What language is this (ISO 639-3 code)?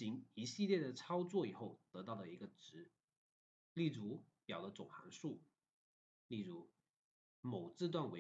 zho